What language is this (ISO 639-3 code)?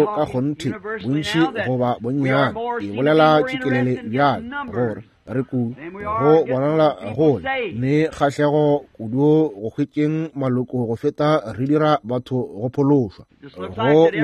nso